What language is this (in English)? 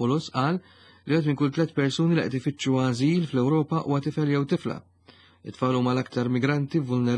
Maltese